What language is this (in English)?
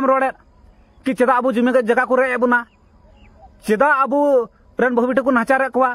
Santali